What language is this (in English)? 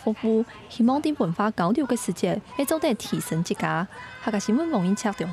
Hakka Chinese